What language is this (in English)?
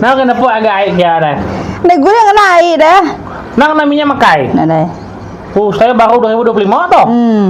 Iban